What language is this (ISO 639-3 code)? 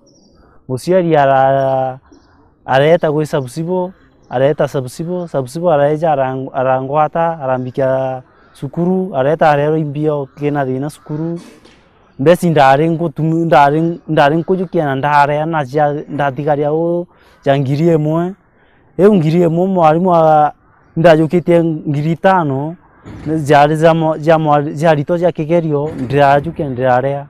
mer